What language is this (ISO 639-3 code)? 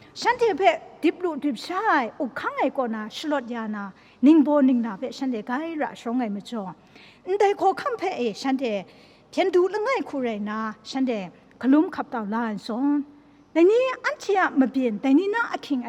kac